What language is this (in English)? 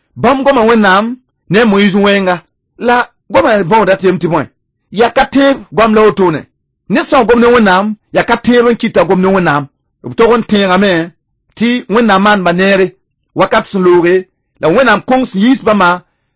Mossi